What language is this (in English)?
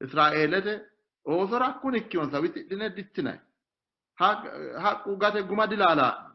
Sidamo